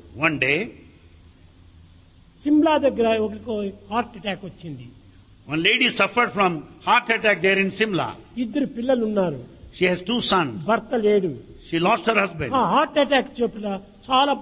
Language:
Telugu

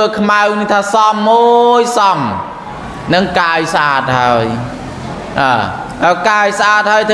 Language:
Khmer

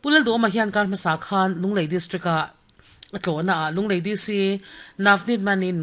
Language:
Mizo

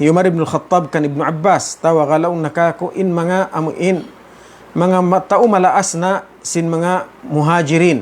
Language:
Tausug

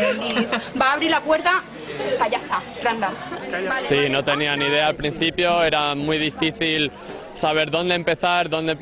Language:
Spanish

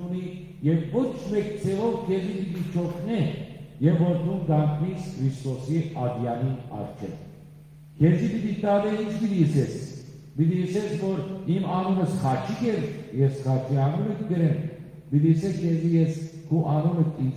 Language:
Western Armenian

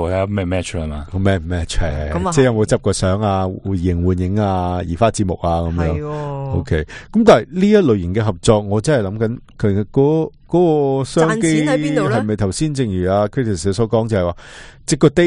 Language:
Cantonese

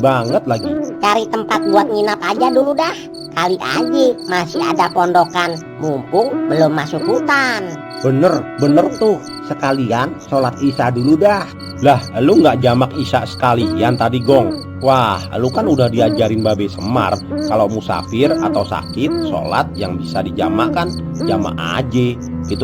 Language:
Betawi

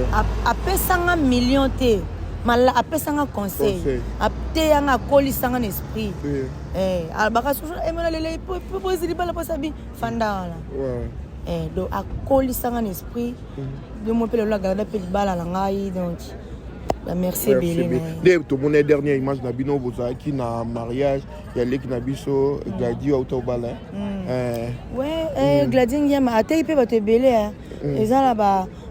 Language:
Lingala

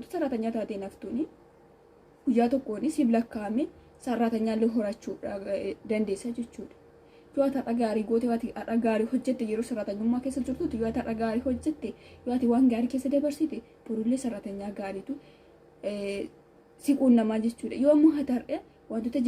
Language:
Oromo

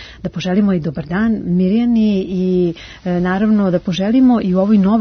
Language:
Serbian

